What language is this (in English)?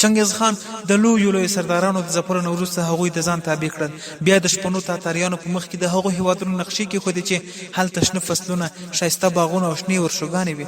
Pashto